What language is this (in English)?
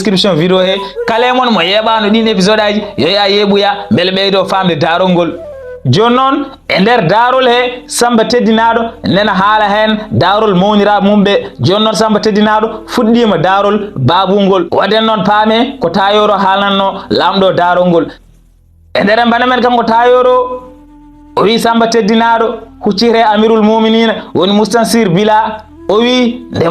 Fula